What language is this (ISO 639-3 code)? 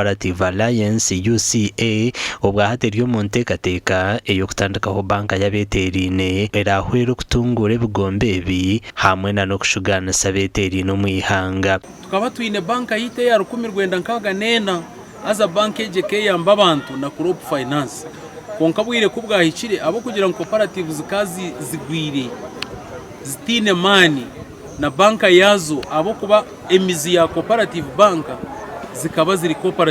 nyn